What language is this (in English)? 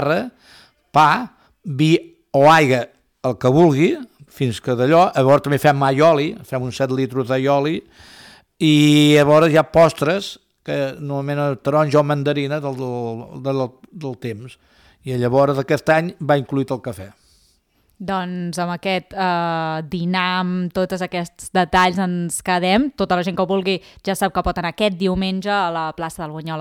Catalan